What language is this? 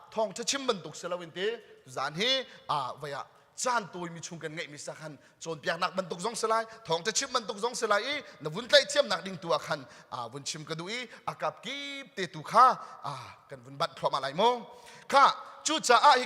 Hakha Chin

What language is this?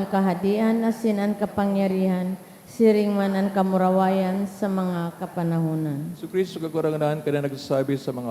Bikol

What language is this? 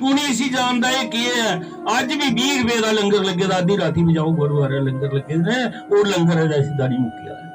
Dogri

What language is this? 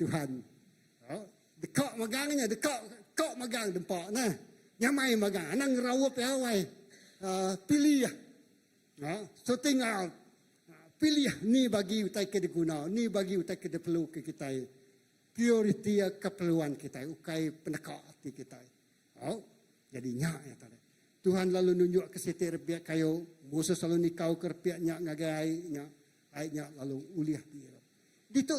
Iban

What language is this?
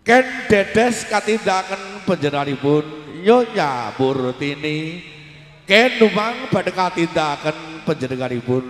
Javanese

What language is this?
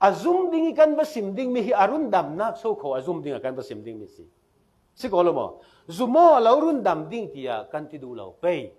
Falam Chin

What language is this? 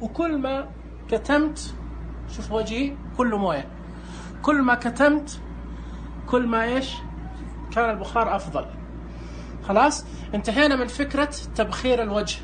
Najdi Arabic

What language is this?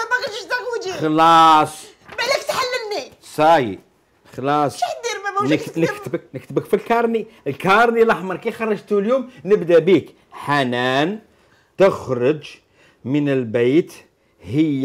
Algerian Arabic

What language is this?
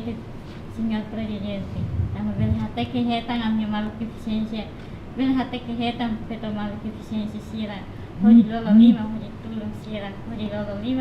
Tetum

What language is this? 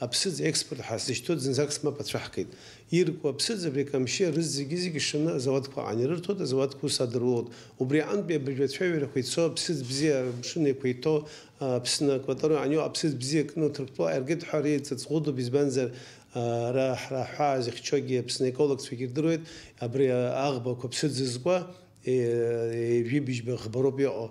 Abkhazian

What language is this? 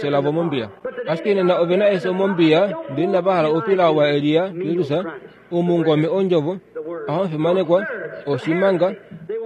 Kuanyama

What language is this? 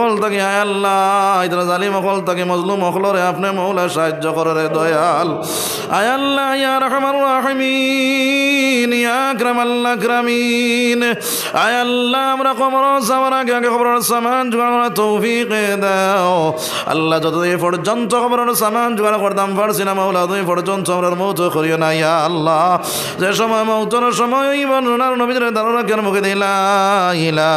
Sylheti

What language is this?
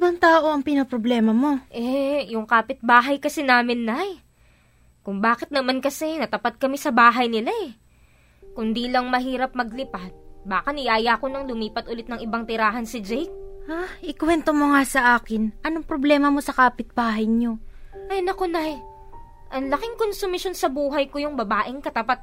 Filipino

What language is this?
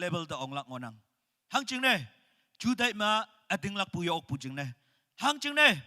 Naga Pidgin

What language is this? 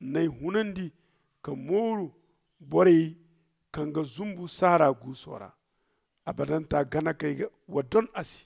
Zarma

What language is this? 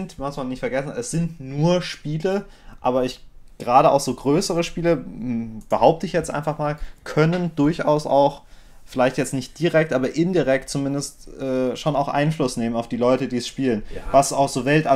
German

